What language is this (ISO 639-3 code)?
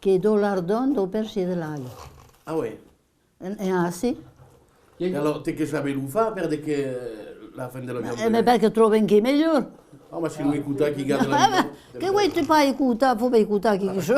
oci